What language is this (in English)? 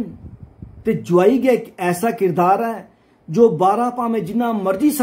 Dogri